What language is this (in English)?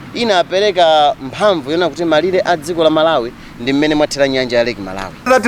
Nyanja